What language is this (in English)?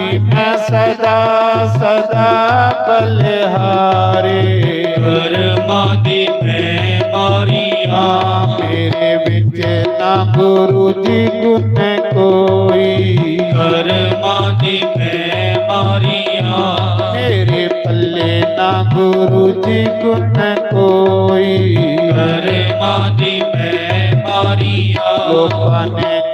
Dogri